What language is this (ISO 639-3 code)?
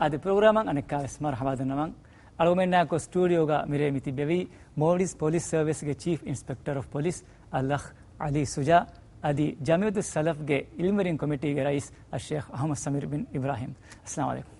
div